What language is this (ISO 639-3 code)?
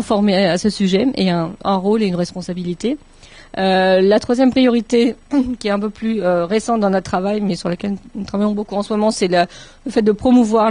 fra